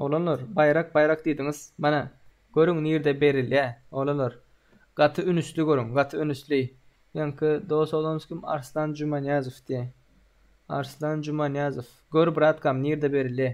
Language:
Turkmen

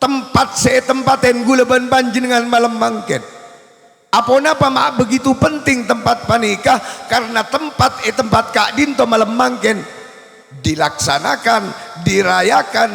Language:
Madurese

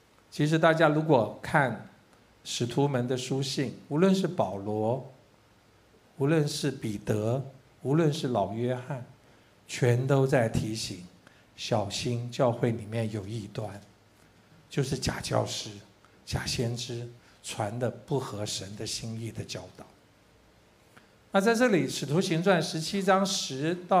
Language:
Chinese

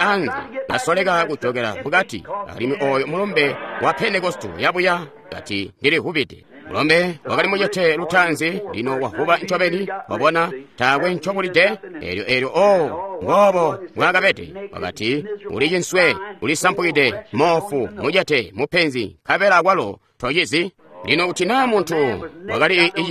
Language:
Tonga (Zambia)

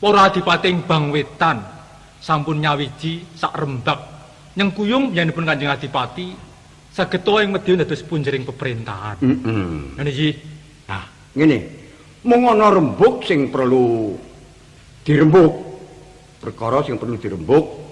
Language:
Javanese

